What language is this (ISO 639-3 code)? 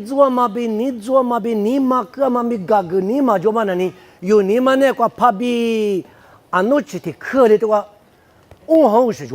lis